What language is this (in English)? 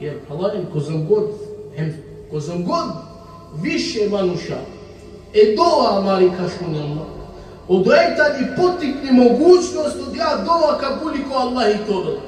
Balkan Romani